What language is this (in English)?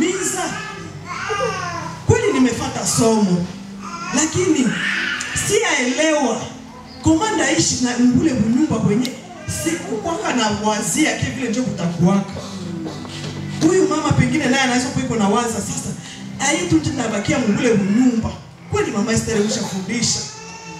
Swahili